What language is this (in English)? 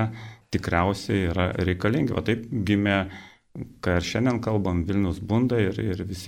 Lithuanian